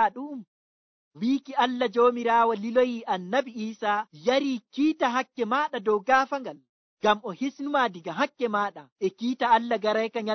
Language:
Nigerian Fulfulde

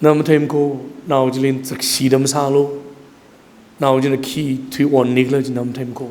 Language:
Tangkhul Naga (India)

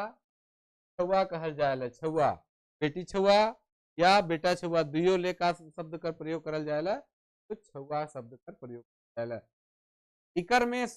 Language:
Sadri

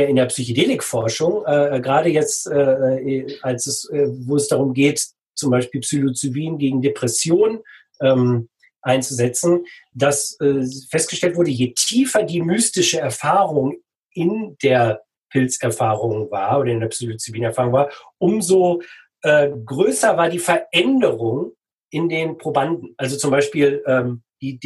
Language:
German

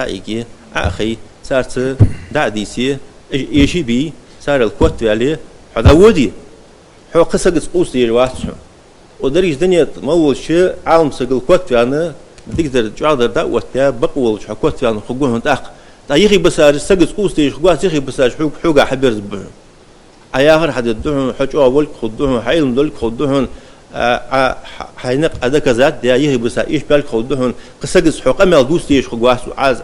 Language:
Ingush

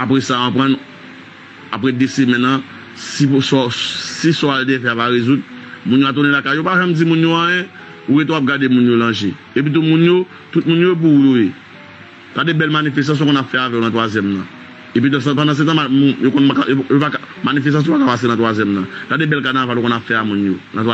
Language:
Haitian Creole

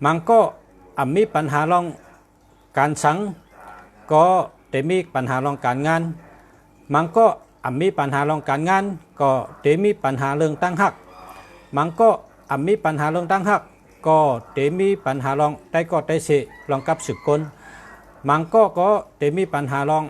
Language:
Shan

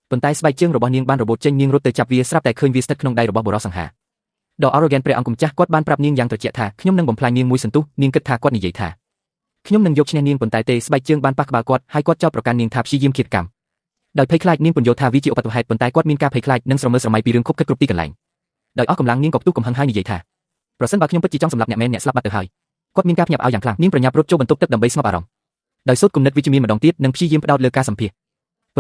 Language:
Khmer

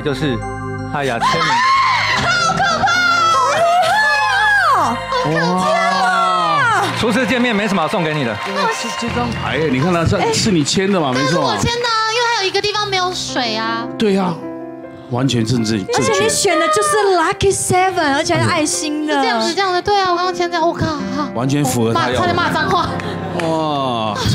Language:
Chinese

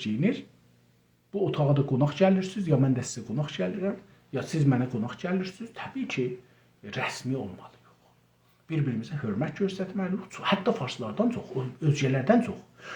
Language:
South Azerbaijani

